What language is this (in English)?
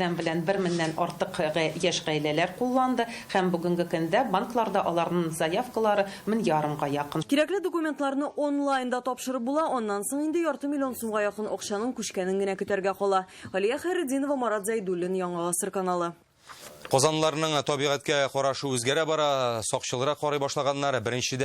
Tatar